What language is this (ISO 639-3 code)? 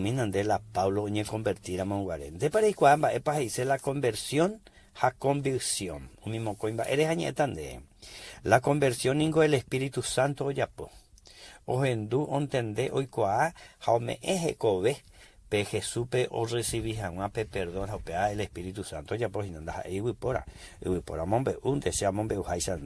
grn